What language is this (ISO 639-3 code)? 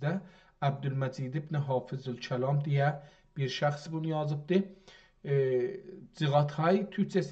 azb